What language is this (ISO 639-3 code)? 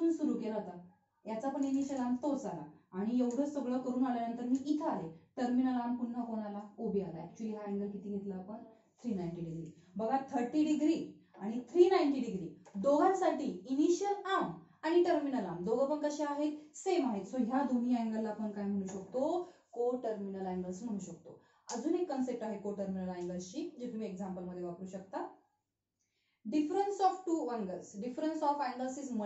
mar